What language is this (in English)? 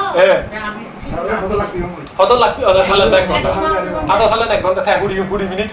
Chakma